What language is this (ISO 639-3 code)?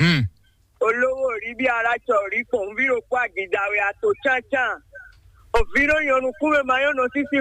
fon